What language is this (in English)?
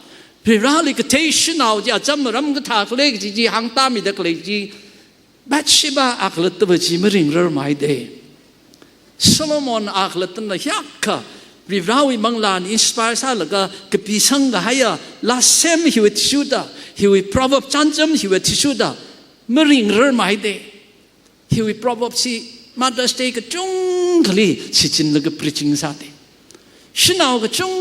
Tangkhul Naga (India)